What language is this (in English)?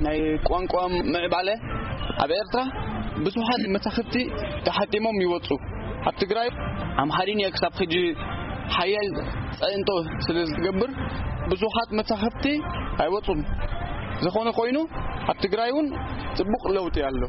Tigrinya